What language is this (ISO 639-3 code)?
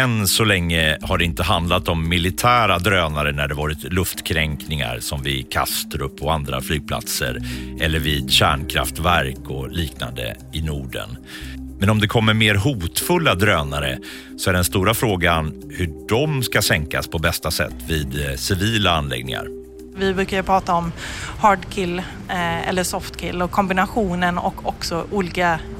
swe